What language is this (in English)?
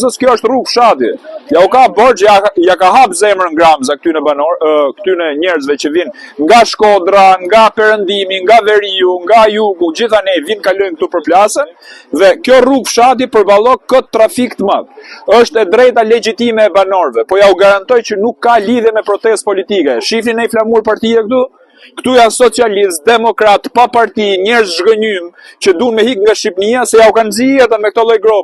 Albanian